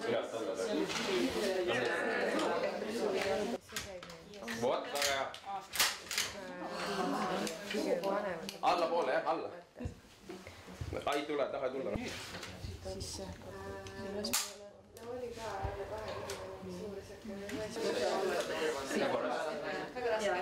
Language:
Estonian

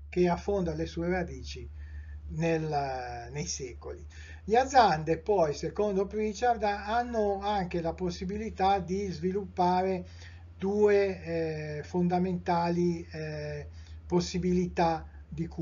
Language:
Italian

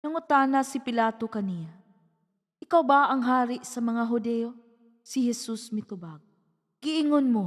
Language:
Cebuano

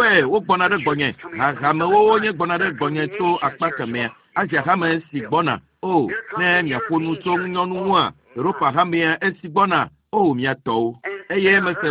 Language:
Ewe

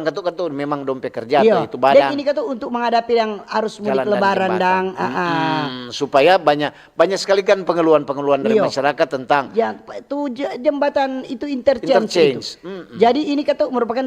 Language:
Manado Malay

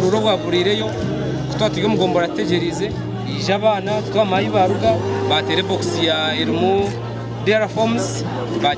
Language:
Nyankole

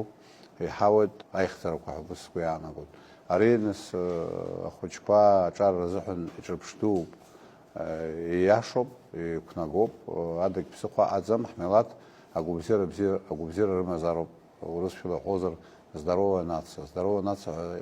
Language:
Abkhazian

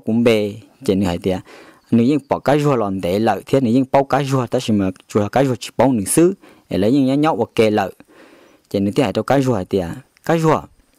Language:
Hmong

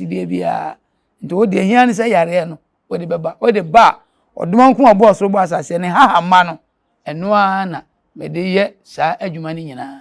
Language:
Akan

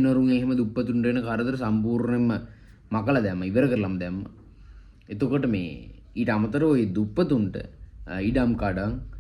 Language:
Sinhala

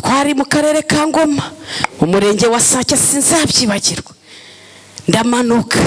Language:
Kinyarwanda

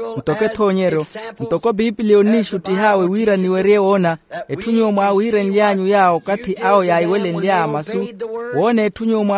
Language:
Makhuwa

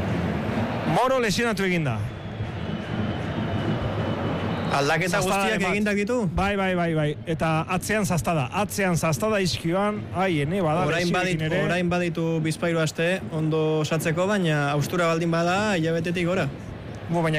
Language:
Basque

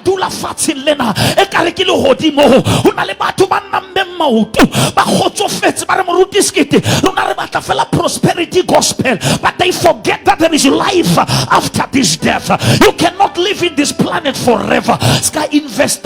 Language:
Southern Sotho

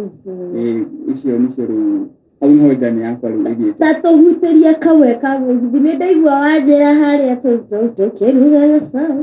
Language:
Kikuyu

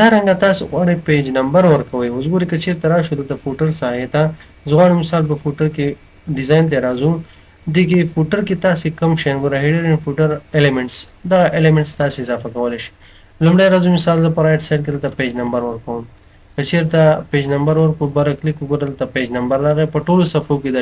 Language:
Pashto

